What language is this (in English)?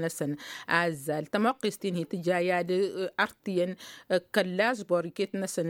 Tamasheq